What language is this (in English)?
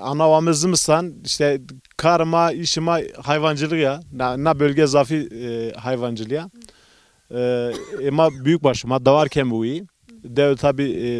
Zaza